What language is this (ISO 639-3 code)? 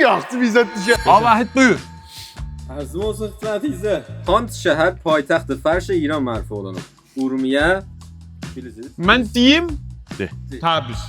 azb